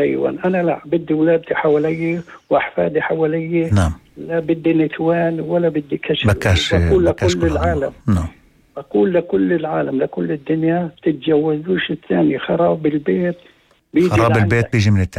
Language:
North Levantine Arabic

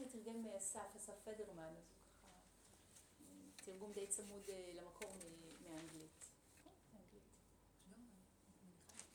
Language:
Hebrew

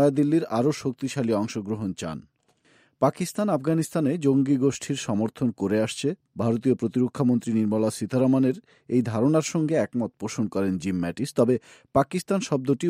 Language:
Bangla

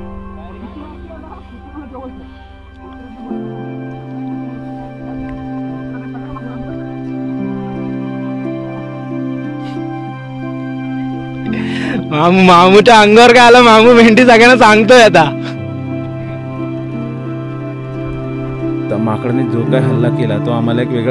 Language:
Marathi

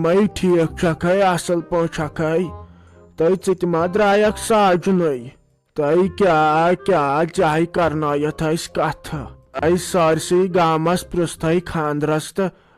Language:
Kashmiri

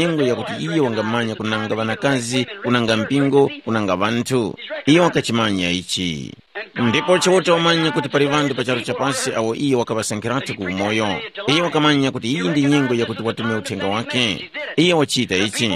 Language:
Tumbuka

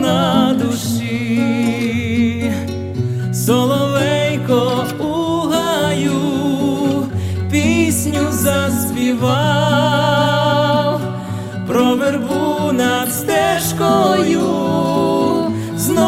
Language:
Ukrainian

